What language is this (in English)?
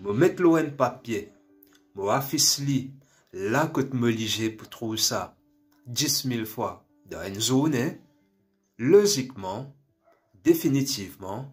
Morisyen